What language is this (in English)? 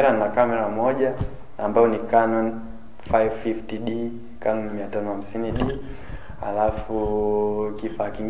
Swahili